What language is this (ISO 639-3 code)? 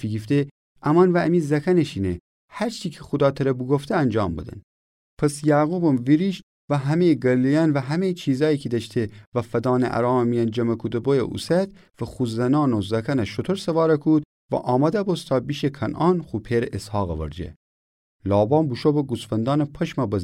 glk